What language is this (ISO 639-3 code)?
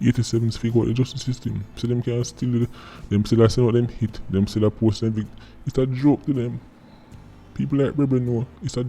jam